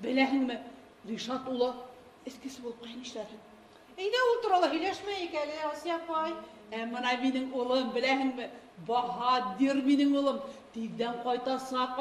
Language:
Bashkir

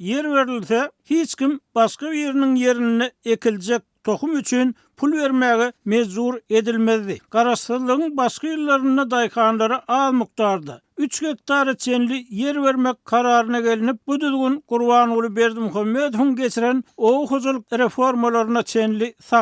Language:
Turkmen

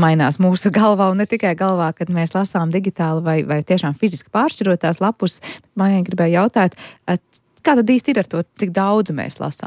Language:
Latvian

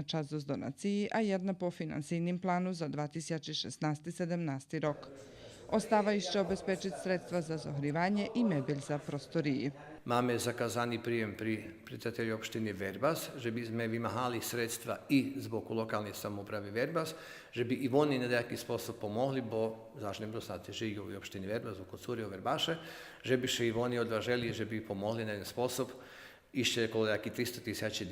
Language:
Rusyn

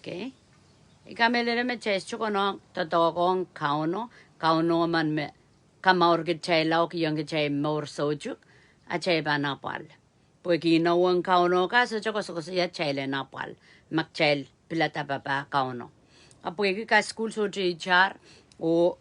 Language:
Pohnpeian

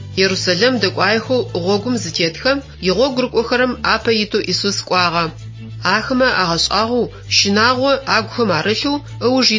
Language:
Adyghe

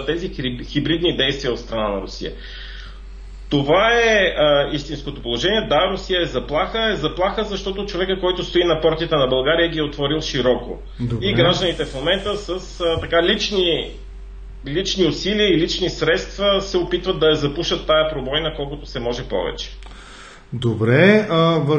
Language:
Bulgarian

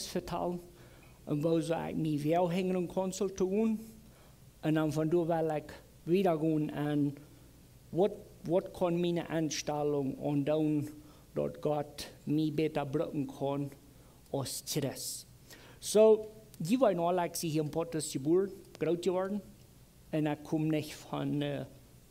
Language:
Plautdietsch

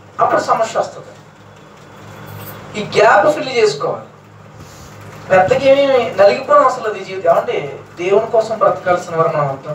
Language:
Telugu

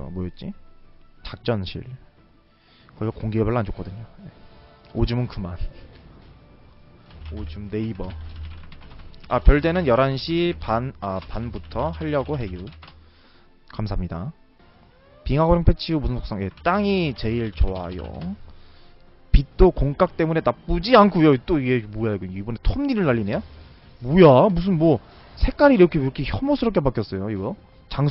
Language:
Korean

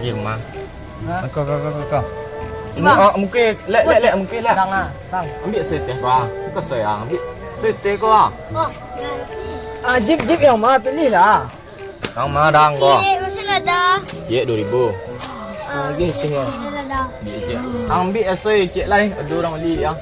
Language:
Minangkabau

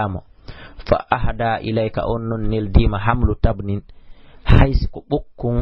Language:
Fula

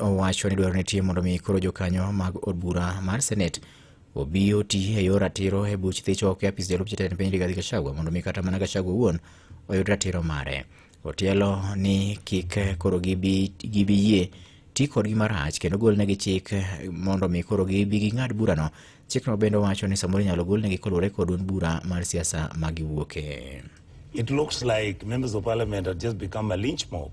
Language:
Luo (Kenya and Tanzania)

